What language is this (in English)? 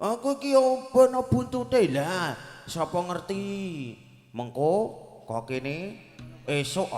Javanese